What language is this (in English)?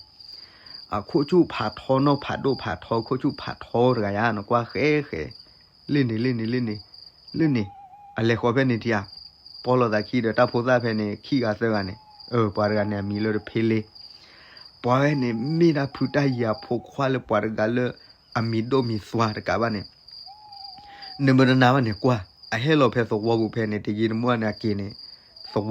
S'gaw Karen